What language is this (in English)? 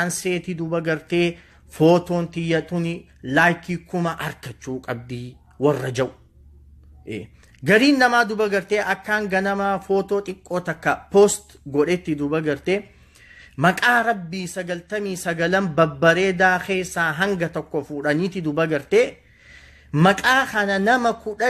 Oromo